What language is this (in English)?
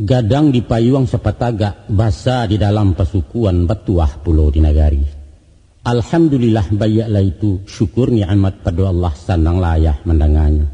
Minangkabau